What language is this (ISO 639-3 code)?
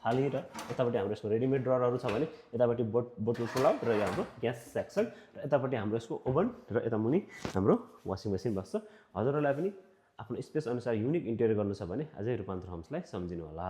nep